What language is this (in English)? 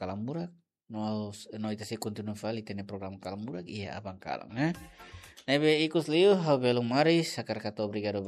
Tetum